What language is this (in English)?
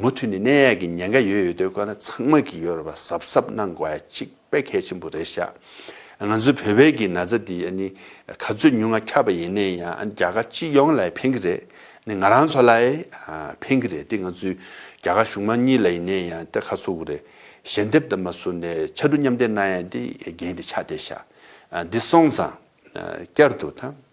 Tibetan